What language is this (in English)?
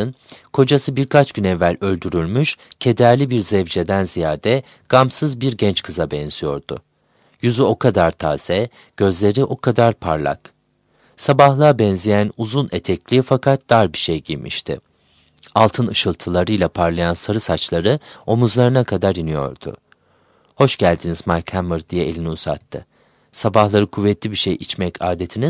Turkish